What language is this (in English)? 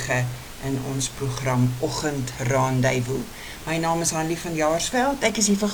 Afrikaans